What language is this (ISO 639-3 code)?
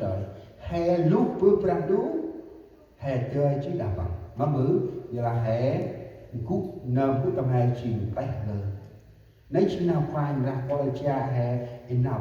cmo